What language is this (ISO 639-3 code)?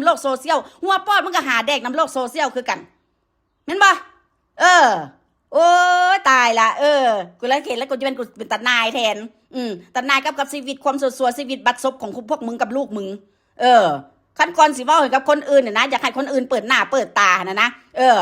tts